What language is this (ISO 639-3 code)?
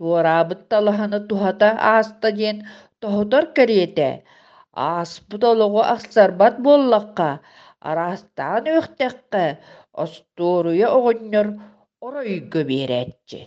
sah